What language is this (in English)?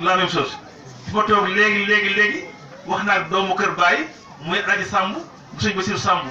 Wolof